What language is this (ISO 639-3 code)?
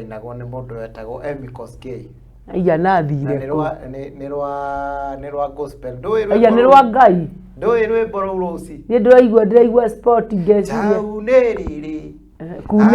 kik